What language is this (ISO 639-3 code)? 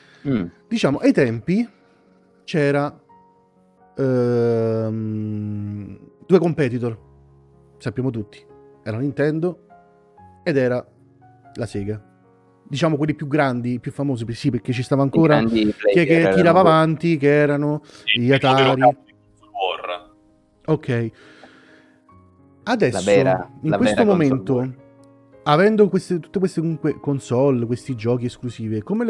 ita